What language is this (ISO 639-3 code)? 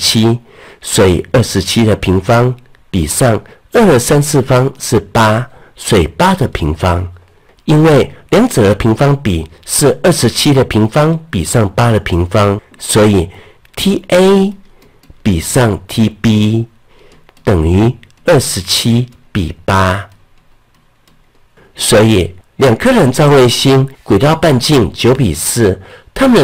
zho